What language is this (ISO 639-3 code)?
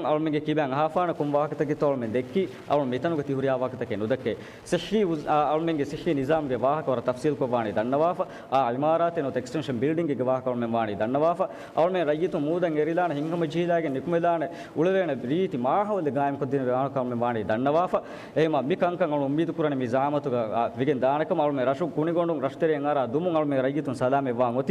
div